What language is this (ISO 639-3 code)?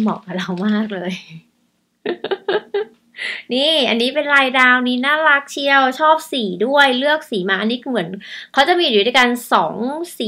tha